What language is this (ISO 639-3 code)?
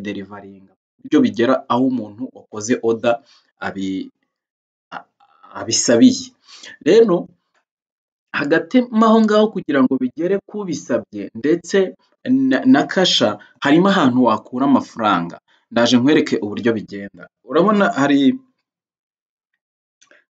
kin